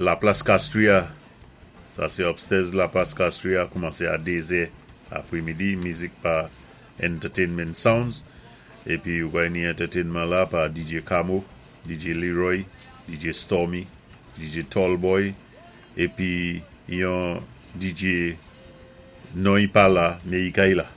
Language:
Saint Lucian Creole French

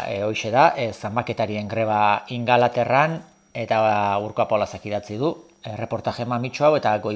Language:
Basque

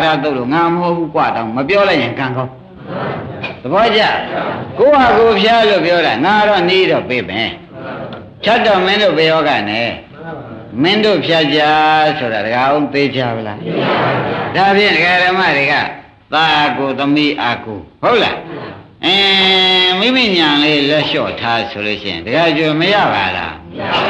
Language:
Burmese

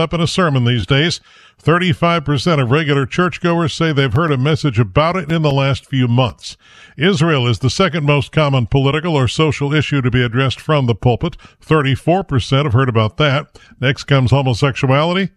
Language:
English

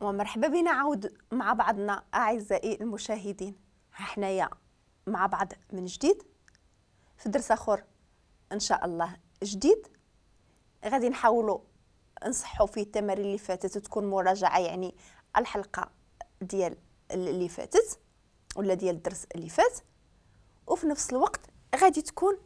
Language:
Moroccan Arabic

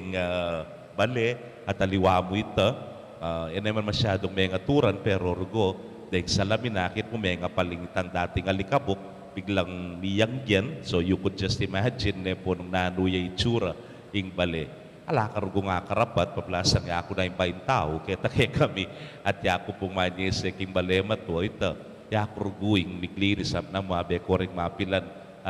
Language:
Pampanga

